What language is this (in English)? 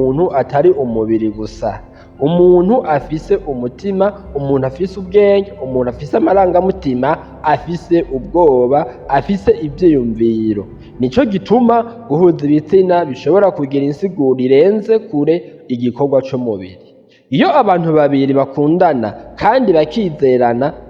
Rundi